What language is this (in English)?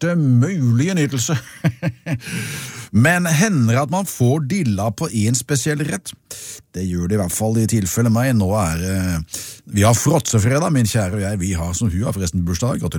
Norwegian